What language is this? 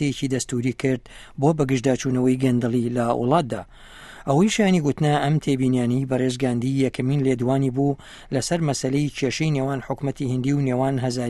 Central Kurdish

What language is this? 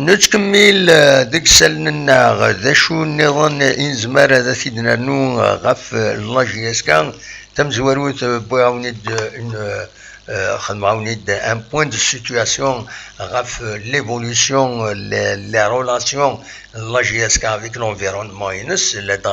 Kabyle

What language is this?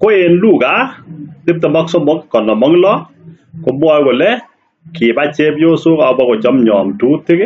Kalenjin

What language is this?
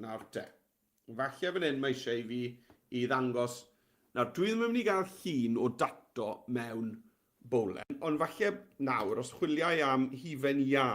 Welsh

